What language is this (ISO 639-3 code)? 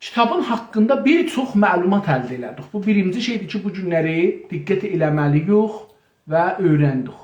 azb